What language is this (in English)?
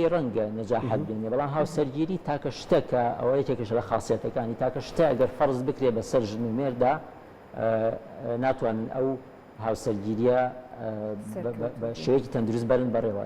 Central Kurdish